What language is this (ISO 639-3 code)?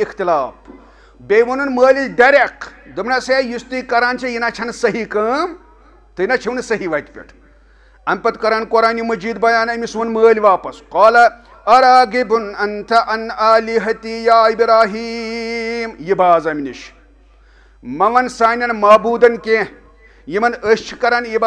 kas